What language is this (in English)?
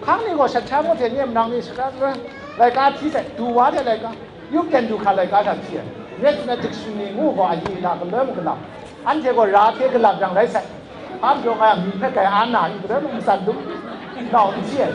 Kachin